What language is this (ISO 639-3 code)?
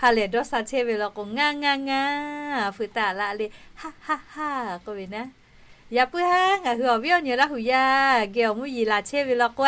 lhu